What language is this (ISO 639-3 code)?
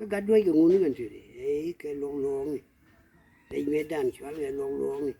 nus